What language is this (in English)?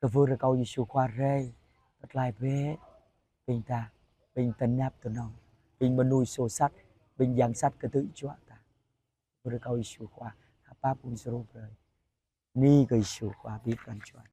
Jarai